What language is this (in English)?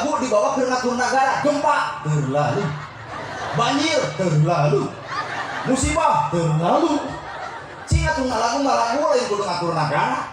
Sundanese